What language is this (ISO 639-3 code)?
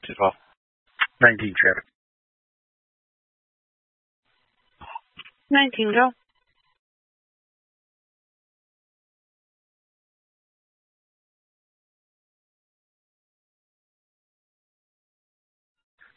eng